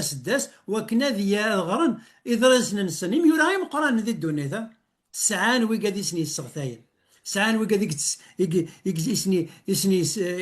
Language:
Kabyle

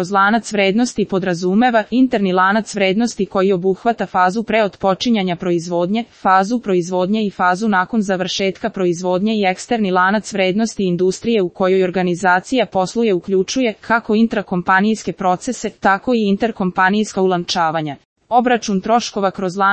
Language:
Serbian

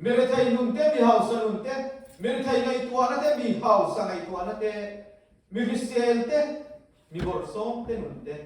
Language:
Mizo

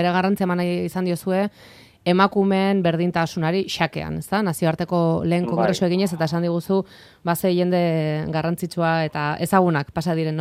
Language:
Basque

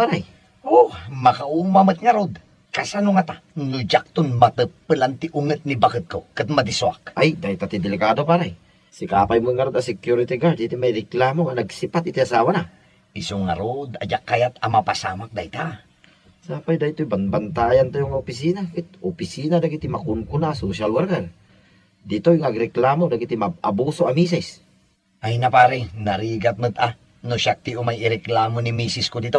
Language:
Iloko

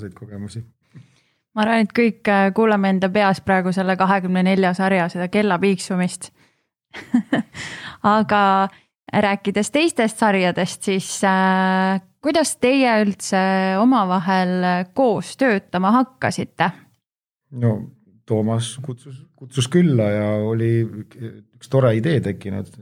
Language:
Estonian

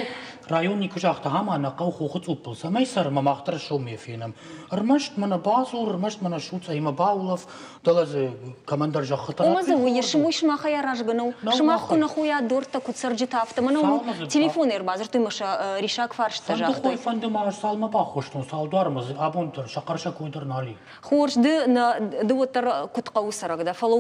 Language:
Ossetic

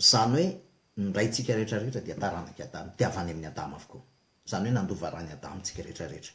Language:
Malagasy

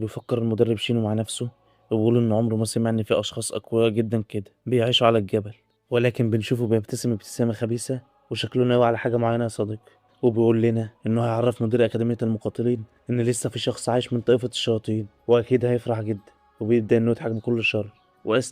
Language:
Egyptian Arabic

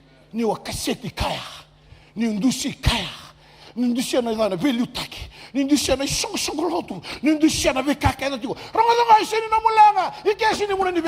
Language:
Fijian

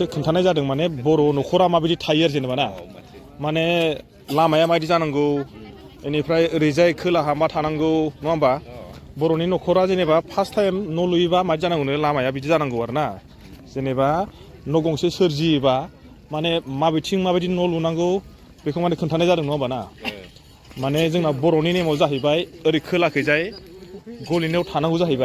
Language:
Bodo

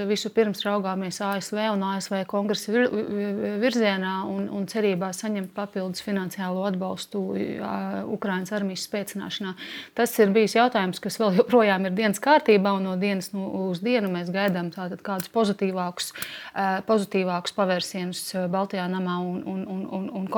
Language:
Latvian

